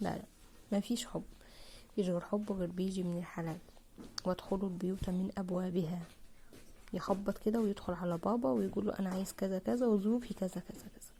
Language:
Egyptian Arabic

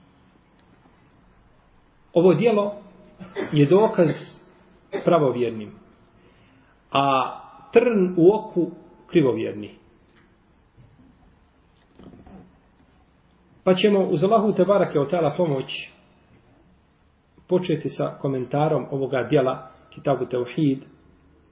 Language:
Bosnian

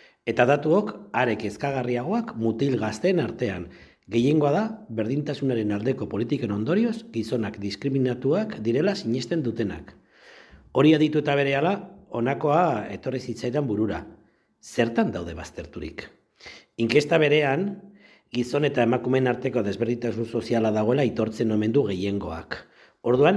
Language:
Basque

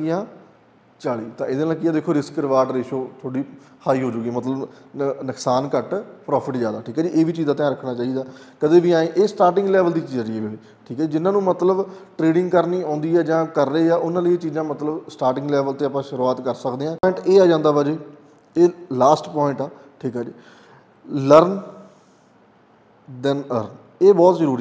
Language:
Punjabi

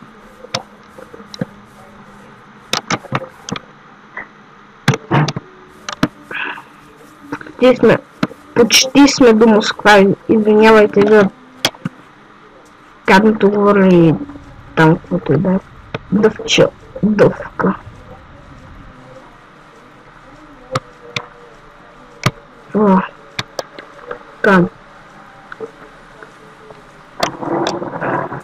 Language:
Bulgarian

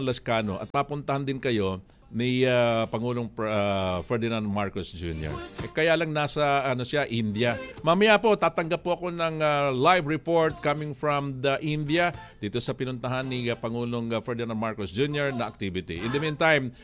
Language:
Filipino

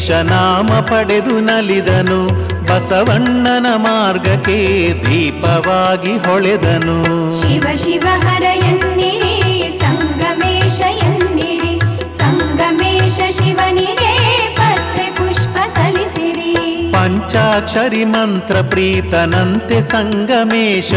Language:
Kannada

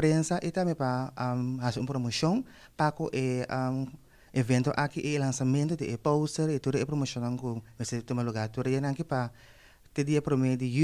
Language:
Papiamento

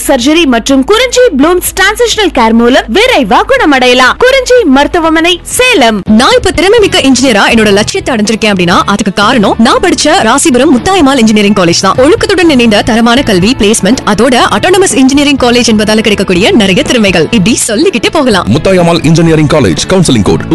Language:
Tamil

